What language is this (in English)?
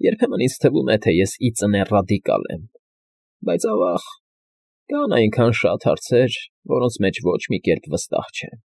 Armenian